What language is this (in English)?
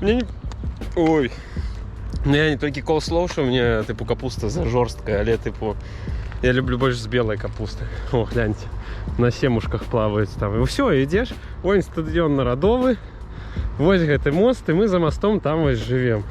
Belarusian